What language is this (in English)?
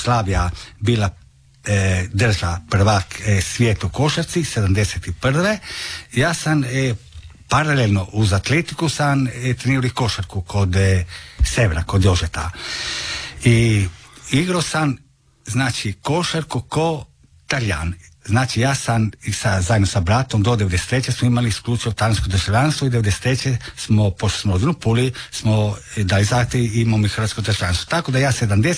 Croatian